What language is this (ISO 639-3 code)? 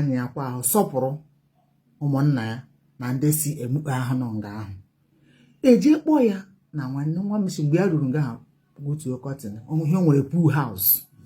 ibo